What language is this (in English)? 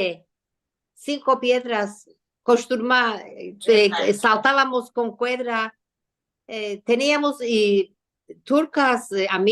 Ladino